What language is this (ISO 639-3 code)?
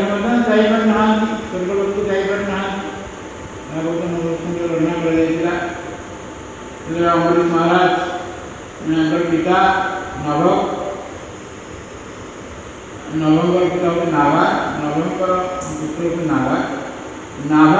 ori